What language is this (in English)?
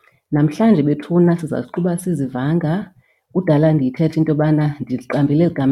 Xhosa